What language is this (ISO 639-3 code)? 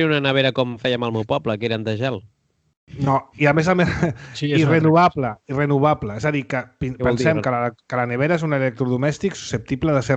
cat